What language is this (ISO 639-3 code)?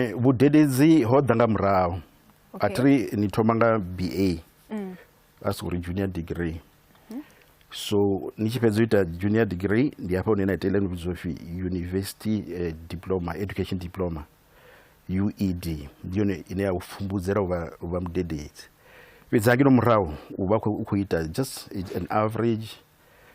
ven